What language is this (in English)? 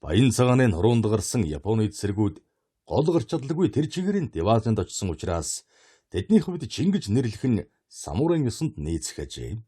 Mongolian